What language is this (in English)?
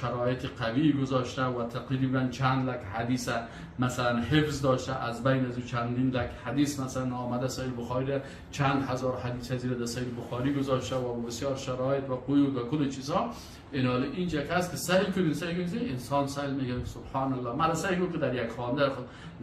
Persian